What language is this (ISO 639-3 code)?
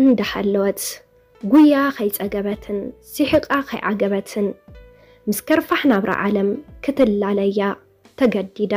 tir